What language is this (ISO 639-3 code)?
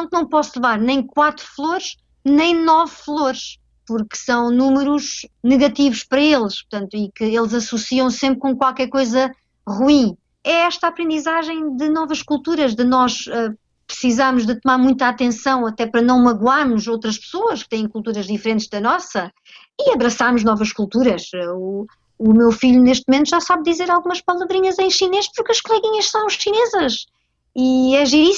por